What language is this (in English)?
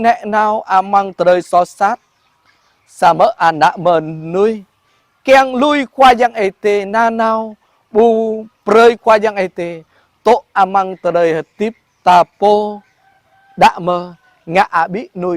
Jarai